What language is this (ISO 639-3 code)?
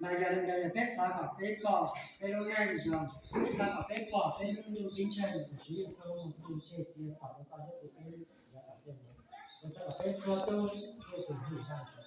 hmn